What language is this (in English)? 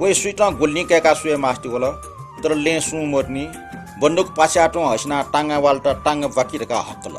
Newari